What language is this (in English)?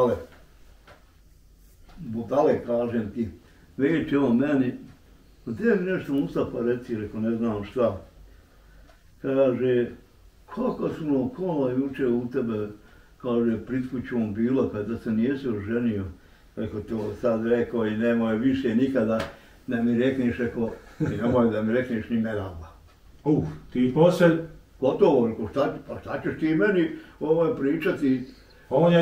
Bosnian